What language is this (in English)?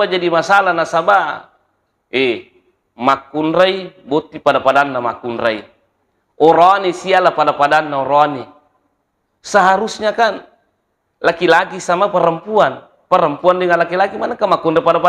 Buginese